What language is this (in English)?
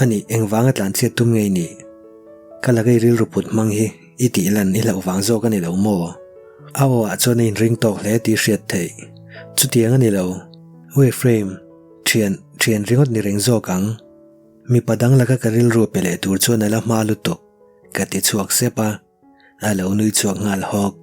Mizo